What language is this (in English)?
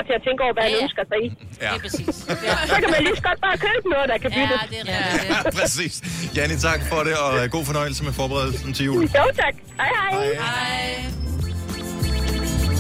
Danish